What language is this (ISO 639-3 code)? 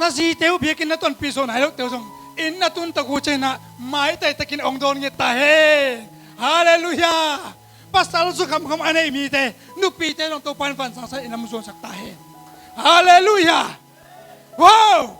ctd